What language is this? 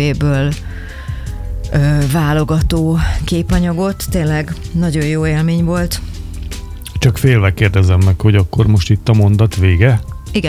Hungarian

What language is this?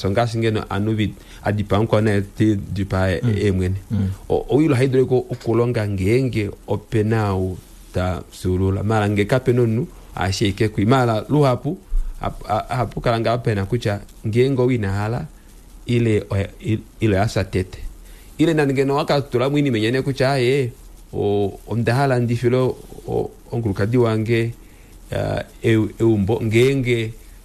Kuanyama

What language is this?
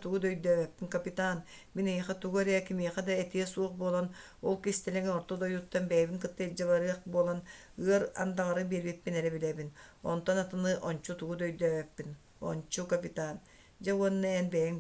Yakut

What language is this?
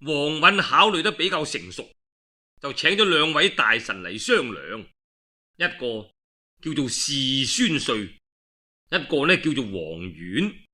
Cantonese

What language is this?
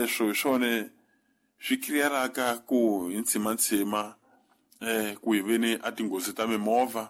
Tsonga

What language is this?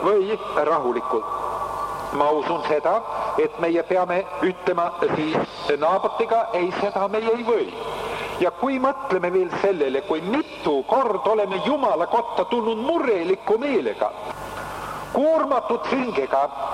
Estonian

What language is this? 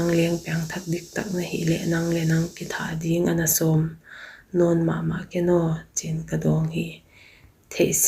Paite Chin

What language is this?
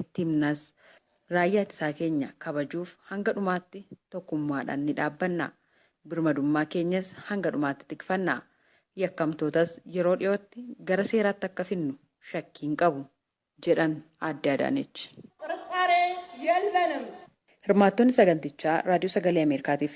Oromo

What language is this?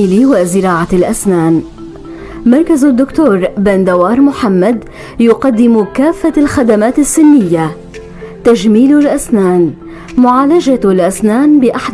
North Levantine Arabic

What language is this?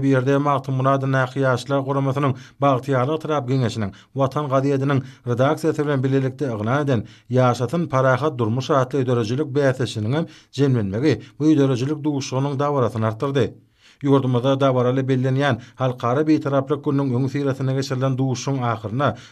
Turkmen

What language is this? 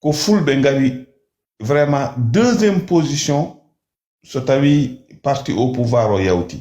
Fula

